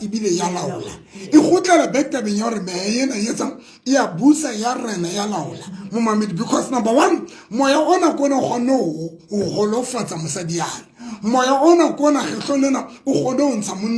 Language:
Southern Sotho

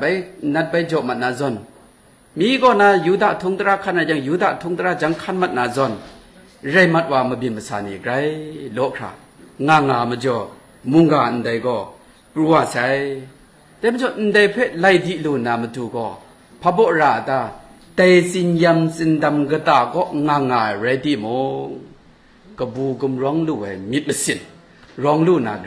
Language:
Kachin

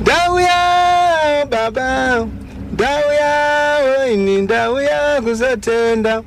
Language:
Shona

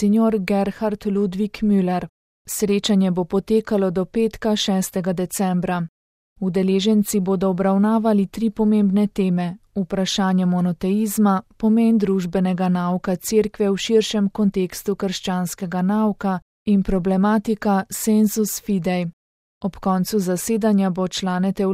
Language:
Slovenian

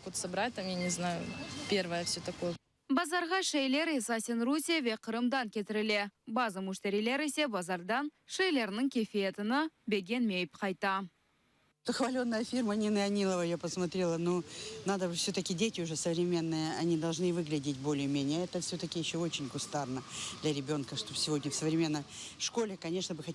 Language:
Crimean Tatar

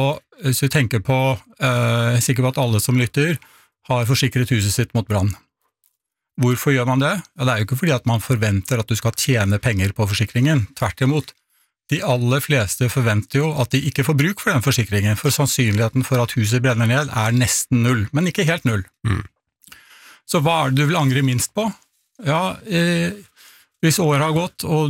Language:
Norwegian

